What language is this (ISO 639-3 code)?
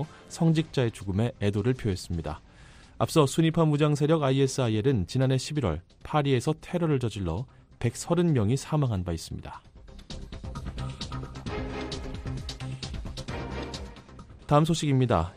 kor